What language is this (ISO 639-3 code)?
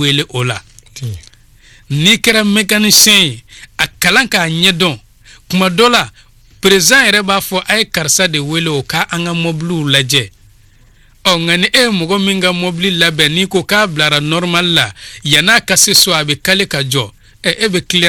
bam